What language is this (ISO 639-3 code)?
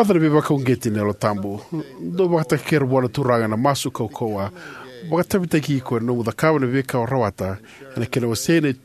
fij